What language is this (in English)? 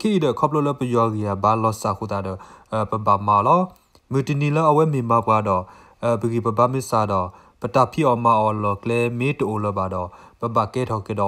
S'gaw Karen